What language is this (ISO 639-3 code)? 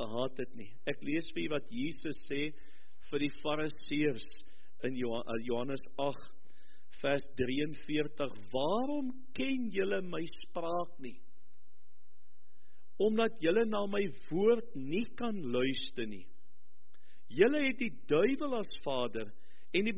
afr